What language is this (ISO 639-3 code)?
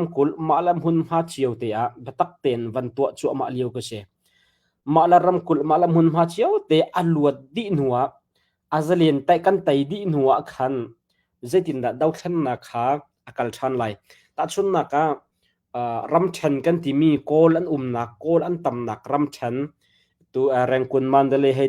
cnh